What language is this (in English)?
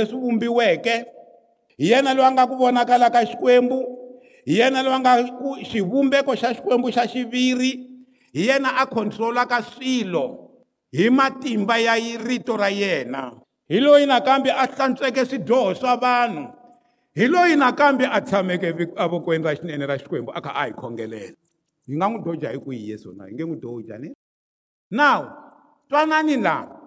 Tsonga